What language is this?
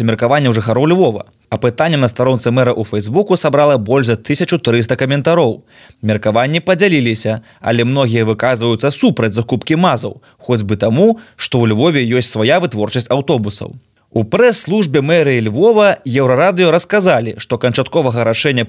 Belarusian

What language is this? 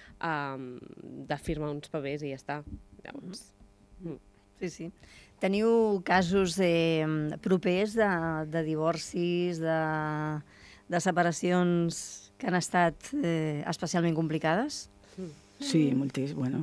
Catalan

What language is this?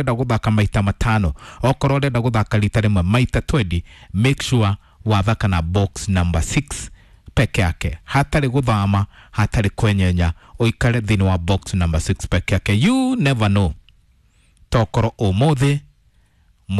Kikuyu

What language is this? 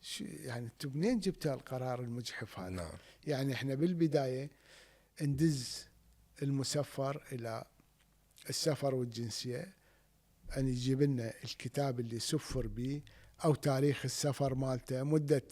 Mesopotamian Arabic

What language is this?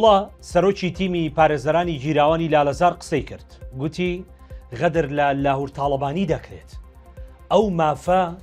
Central Kurdish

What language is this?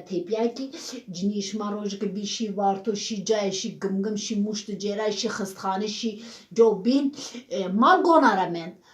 Zaza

